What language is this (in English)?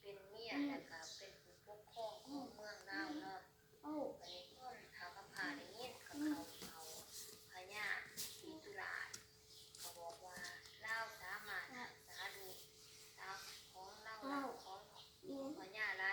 Lao